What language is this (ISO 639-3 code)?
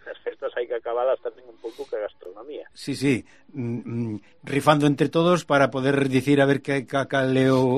glg